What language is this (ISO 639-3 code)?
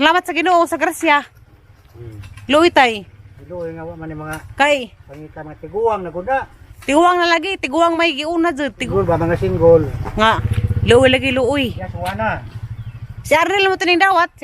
ceb